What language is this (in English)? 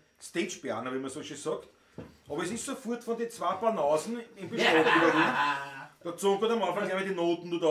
Bavarian